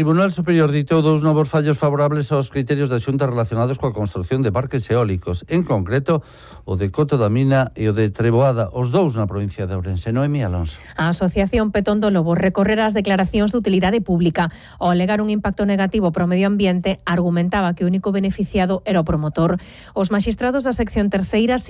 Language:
Galician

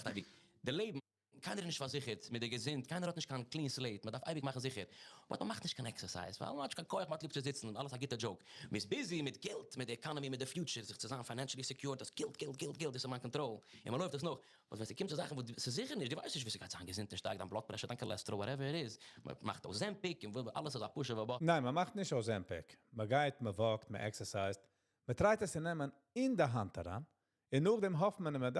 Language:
Yiddish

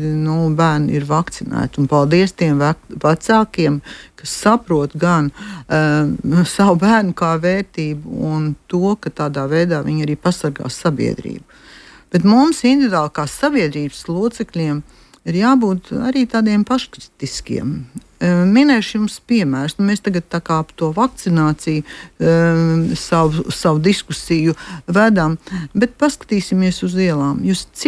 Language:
Latvian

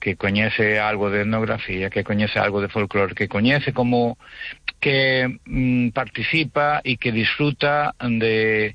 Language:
Galician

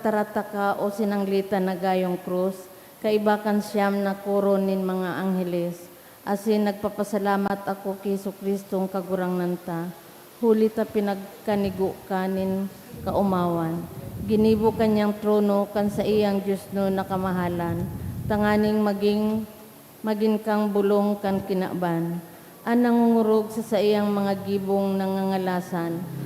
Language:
Bikol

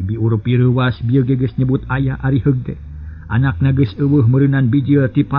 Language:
Sundanese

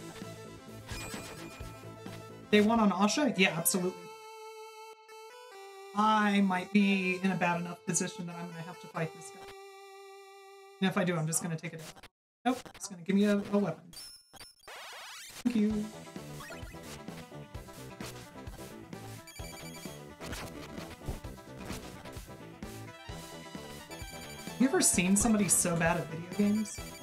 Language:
English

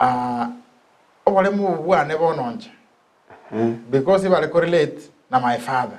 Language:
Gusii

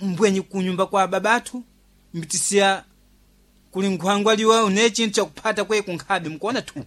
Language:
Sena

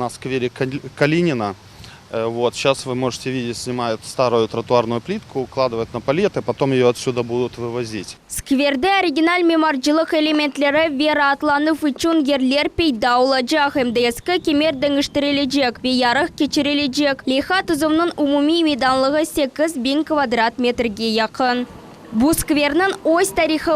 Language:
Crimean Tatar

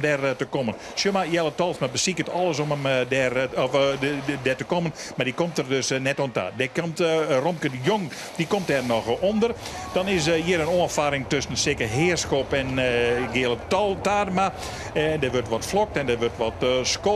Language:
Western Frisian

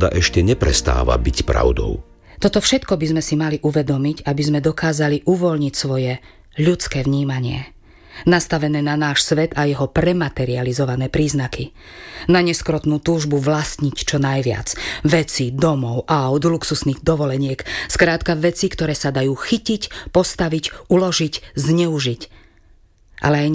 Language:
Slovak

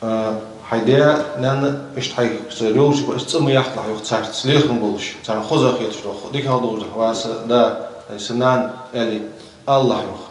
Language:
Ingush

